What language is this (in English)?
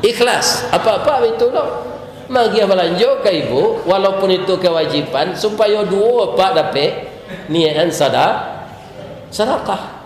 Minangkabau